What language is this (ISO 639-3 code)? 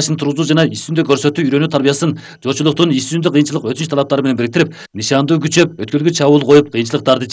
kir